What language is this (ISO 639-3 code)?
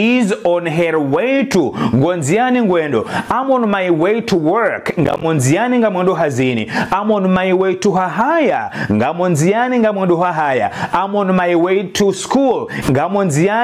zdj